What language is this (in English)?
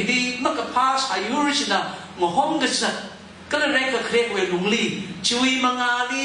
Tangkhul Naga (India)